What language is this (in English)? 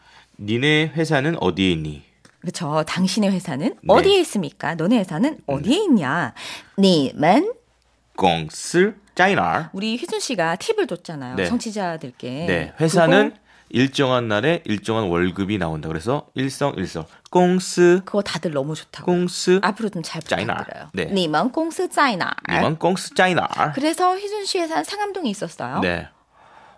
Korean